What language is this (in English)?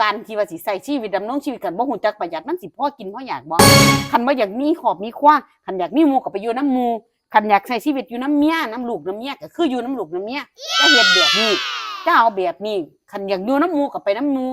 Northeastern Thai